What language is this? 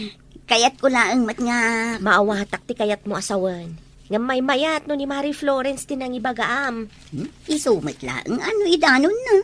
Iloko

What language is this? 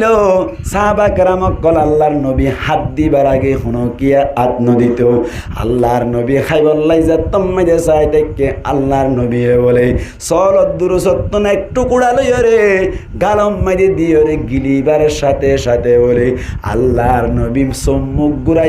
Rohingya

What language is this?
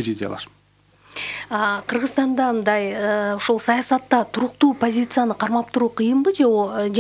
Kyrgyz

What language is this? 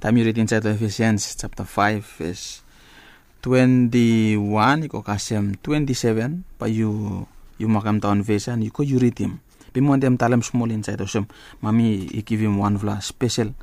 Bislama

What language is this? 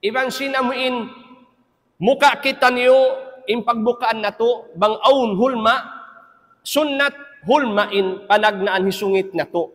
Tausug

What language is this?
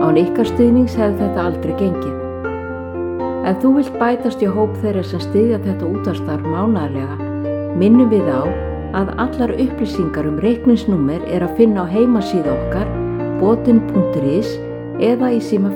Icelandic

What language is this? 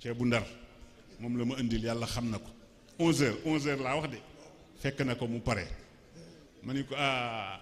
Wolof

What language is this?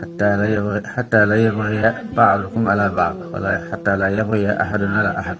Wolof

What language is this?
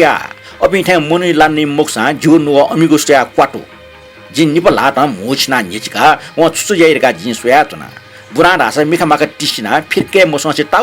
Newari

